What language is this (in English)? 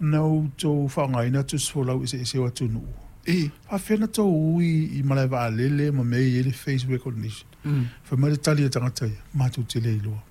Samoan